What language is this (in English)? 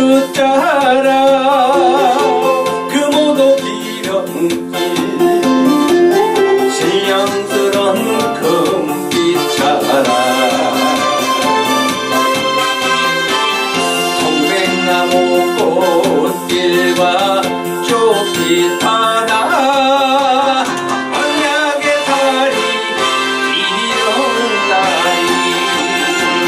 Korean